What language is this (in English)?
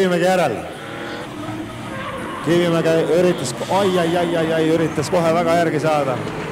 Estonian